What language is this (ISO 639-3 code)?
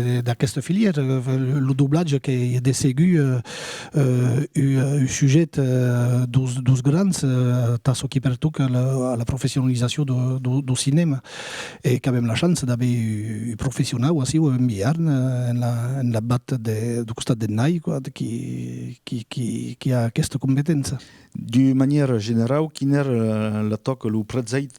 oci